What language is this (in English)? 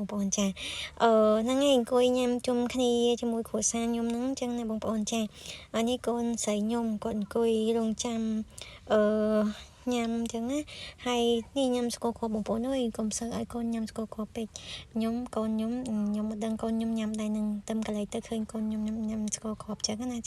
Khmer